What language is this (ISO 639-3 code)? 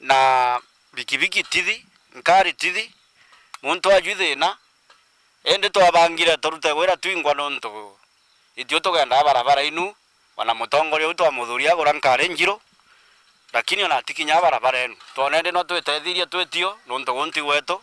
mer